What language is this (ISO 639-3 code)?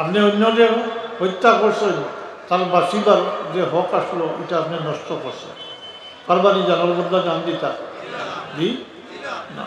syl